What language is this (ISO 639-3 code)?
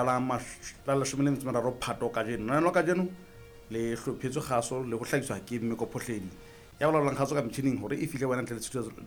sot